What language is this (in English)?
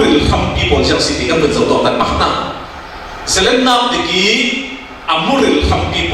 Falam Chin